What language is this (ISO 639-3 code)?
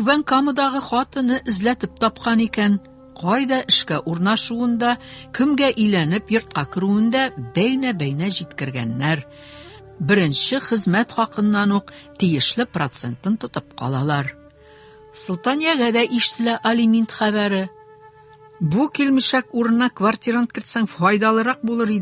tat